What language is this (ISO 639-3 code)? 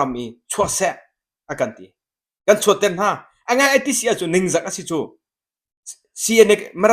cnh